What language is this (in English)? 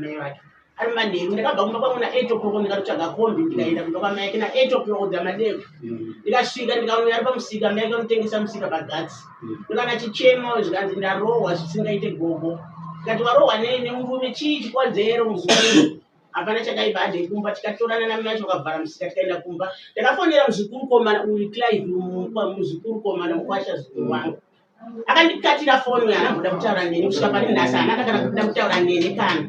Shona